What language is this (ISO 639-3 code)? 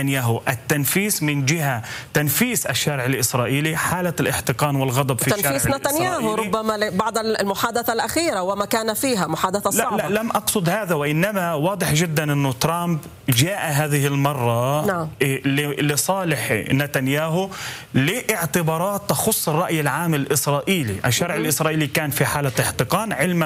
ara